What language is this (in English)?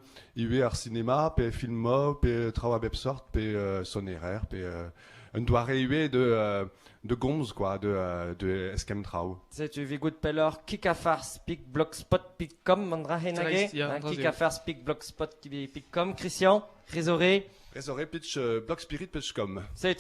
Breton